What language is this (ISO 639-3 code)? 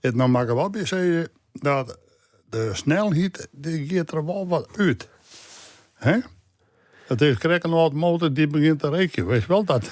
fry